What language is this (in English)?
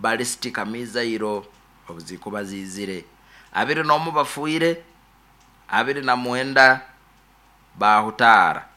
Nyoro